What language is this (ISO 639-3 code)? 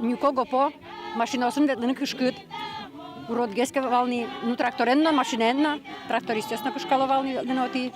udm